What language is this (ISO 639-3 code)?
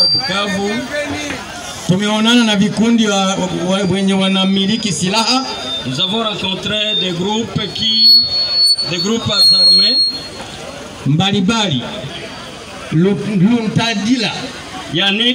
swa